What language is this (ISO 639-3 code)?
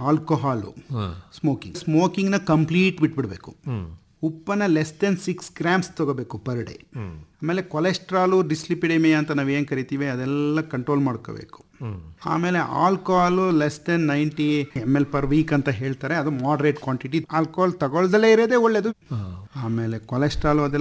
kan